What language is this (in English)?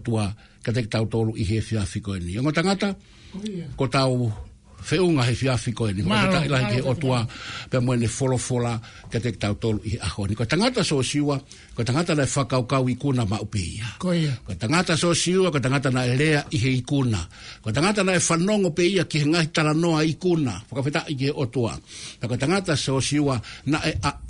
Tongan